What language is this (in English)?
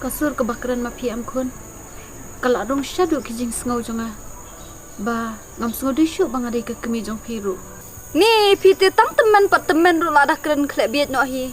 Khasi